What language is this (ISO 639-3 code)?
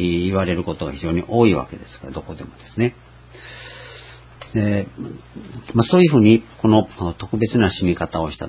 jpn